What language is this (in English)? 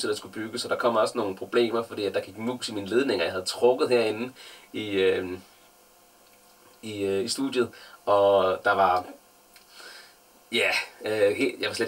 Danish